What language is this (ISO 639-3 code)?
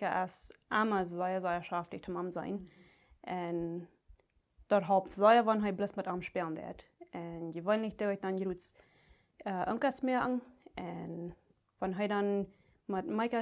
pdt